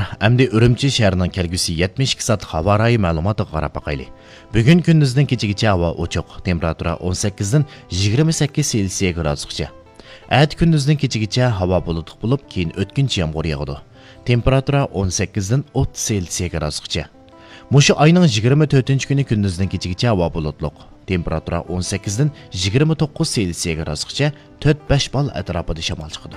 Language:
Uyghur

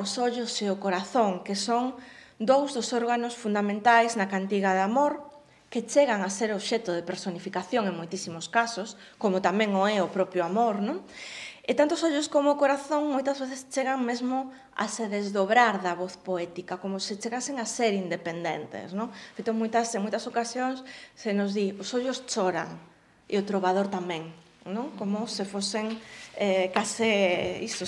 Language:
Galician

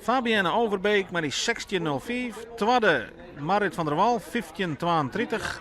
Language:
Western Frisian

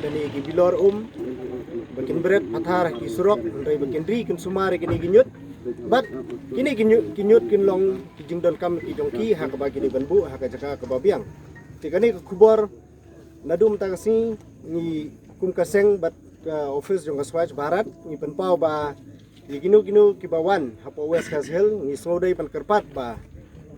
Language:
Khasi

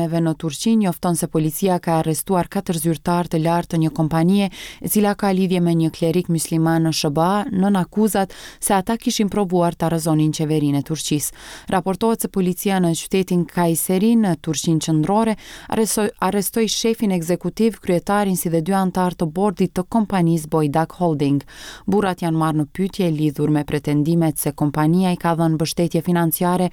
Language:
Albanian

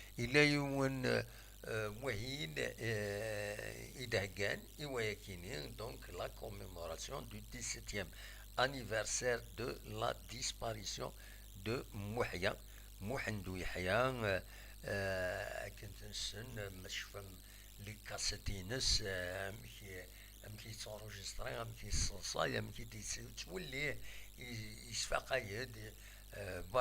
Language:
Kabyle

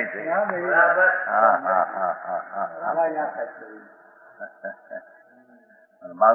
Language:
Gujarati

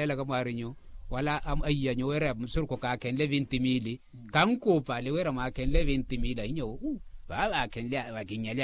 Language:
Makhuwa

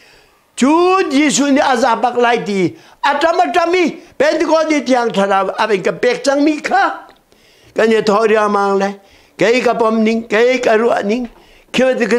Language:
Hakha Chin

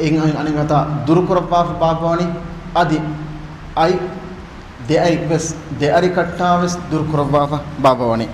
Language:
Divehi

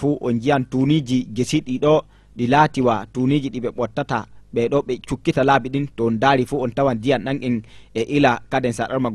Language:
Fula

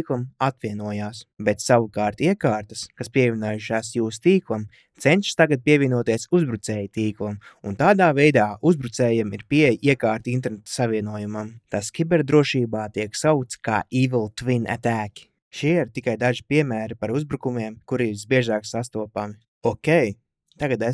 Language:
Latvian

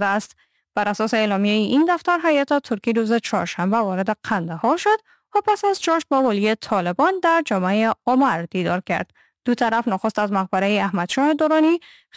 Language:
Persian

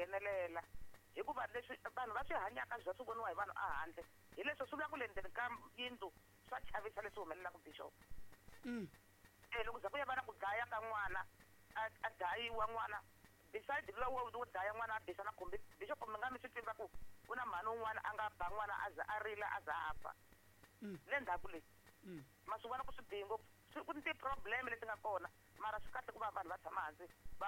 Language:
Tsonga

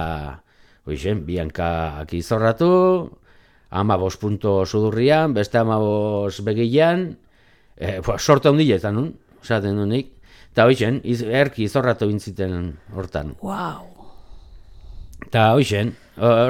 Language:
Basque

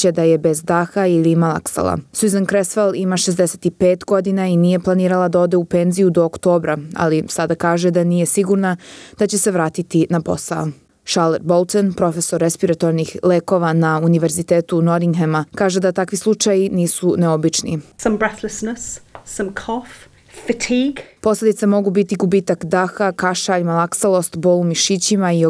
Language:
Serbian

